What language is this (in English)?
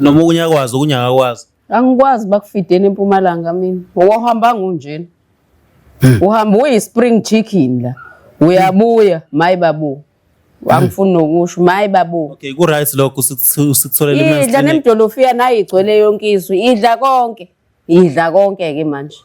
Zulu